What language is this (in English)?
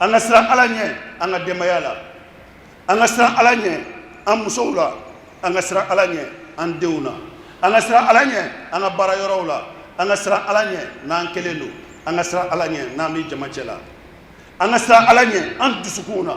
Bambara